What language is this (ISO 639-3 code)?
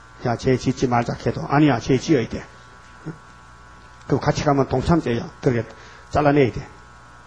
kor